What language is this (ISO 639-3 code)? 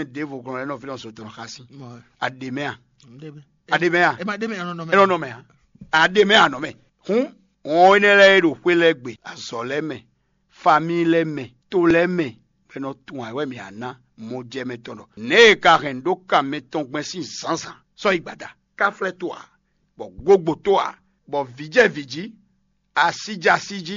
fon